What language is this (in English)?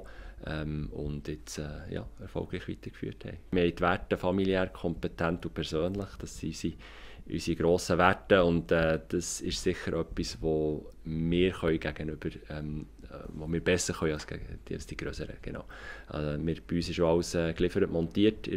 Swiss German